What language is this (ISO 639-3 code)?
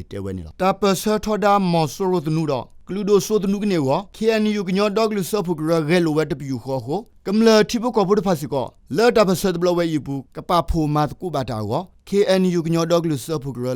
ksw